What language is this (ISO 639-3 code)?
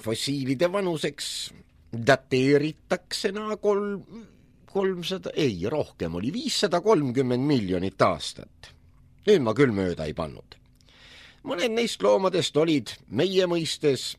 est